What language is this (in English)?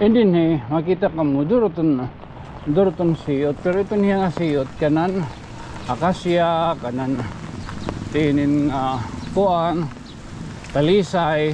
Waray